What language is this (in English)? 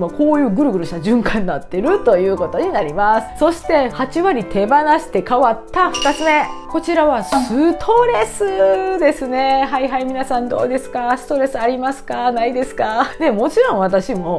Japanese